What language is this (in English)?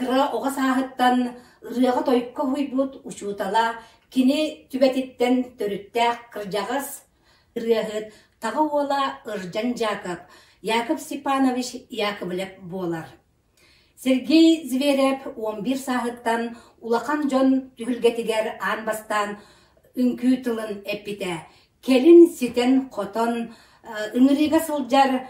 Yakut